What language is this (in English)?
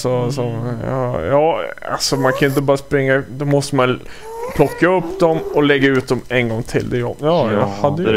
Swedish